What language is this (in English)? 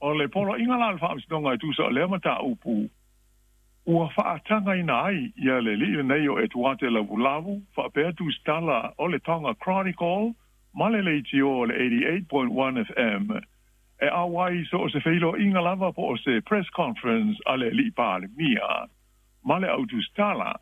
Samoan